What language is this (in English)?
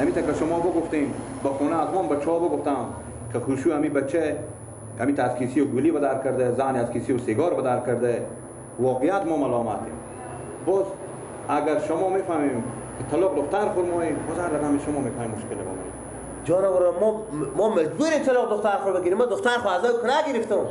Persian